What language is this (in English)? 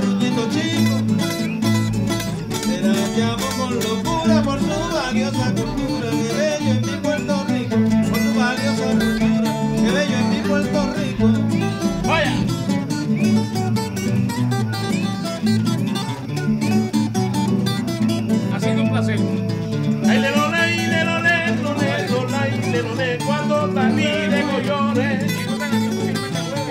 Spanish